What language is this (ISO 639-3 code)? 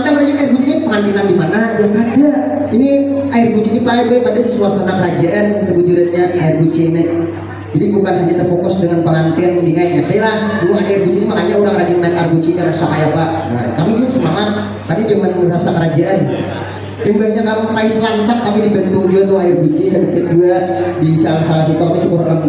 bjn